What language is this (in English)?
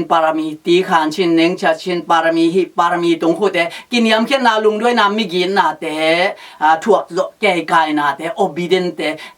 Tedim Chin